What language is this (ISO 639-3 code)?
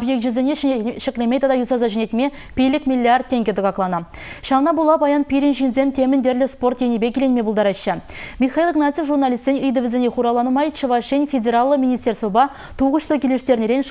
chv